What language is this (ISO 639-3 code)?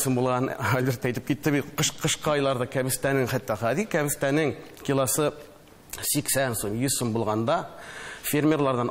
tat